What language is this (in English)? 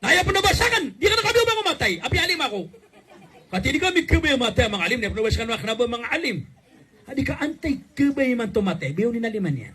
Maranao